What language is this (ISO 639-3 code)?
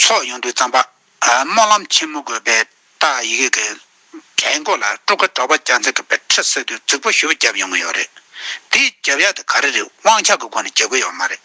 bod